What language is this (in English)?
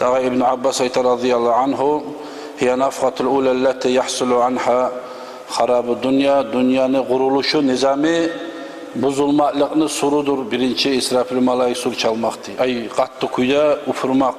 Kumyk